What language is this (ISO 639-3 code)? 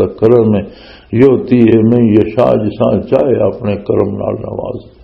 lah